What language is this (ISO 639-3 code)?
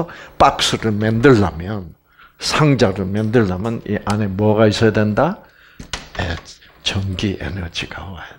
kor